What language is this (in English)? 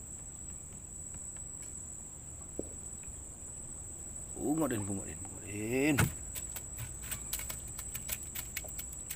Malay